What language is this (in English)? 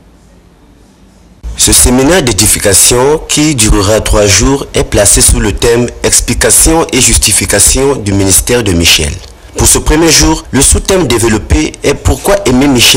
French